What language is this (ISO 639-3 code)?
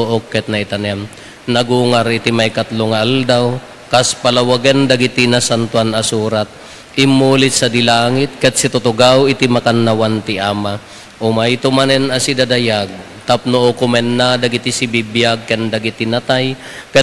ilo